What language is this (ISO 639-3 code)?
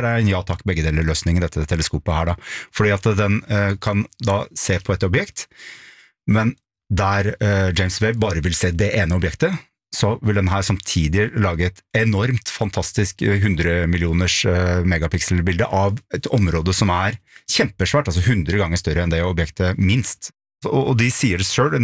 nor